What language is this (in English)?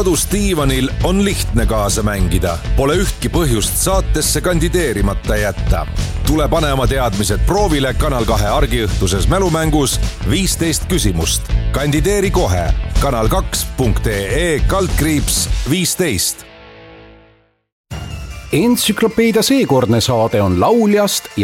Estonian